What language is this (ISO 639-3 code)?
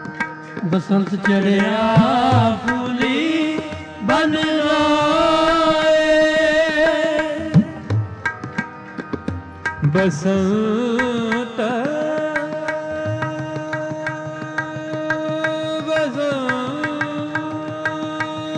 pan